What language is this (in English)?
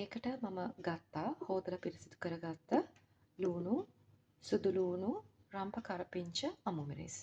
Sinhala